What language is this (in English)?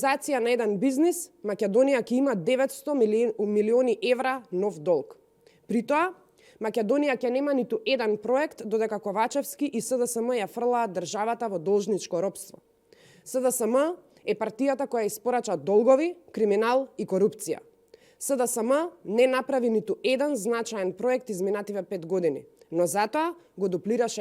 Macedonian